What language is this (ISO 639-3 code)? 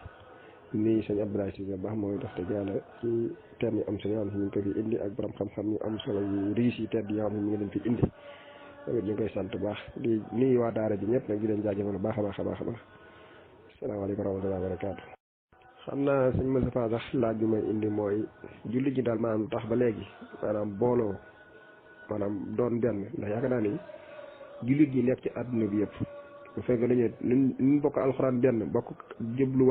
wol